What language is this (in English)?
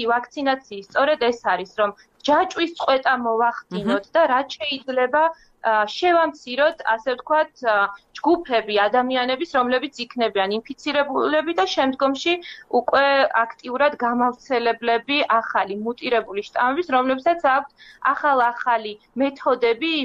Georgian